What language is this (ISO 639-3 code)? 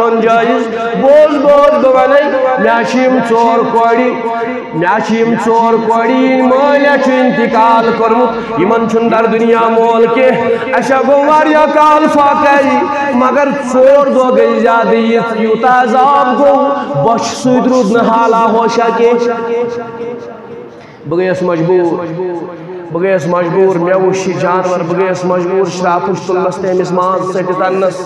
kas